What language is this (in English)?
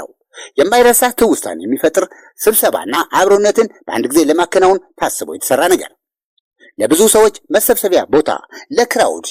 Amharic